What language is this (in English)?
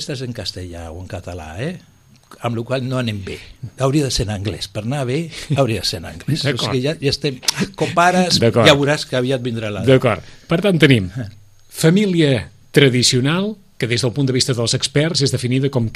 Catalan